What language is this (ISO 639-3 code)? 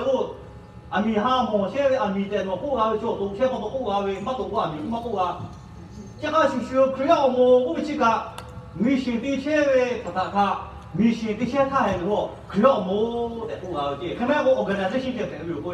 lhu